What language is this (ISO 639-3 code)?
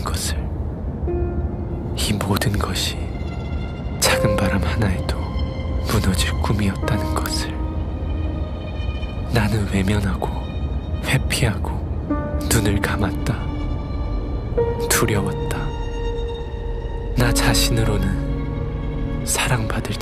kor